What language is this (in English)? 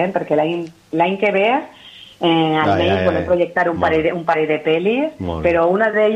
Catalan